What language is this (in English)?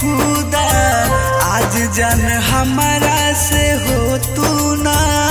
Bhojpuri